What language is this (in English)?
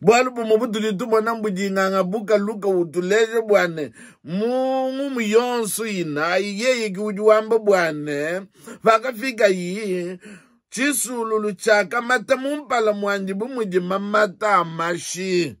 Luba-Lulua